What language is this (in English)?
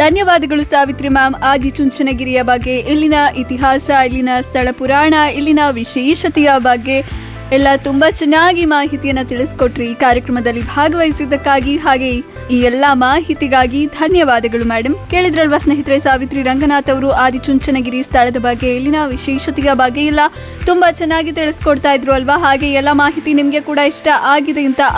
Kannada